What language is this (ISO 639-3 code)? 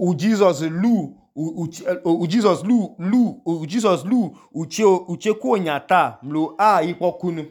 idu